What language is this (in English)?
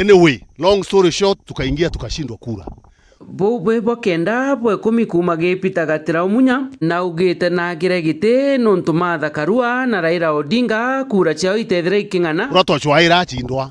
Meru